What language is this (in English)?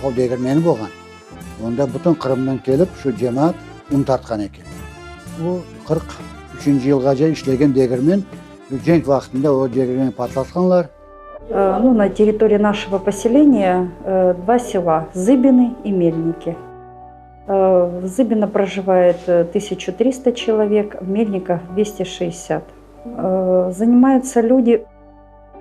Crimean Tatar